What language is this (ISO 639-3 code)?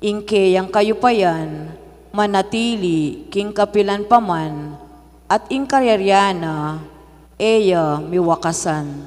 pam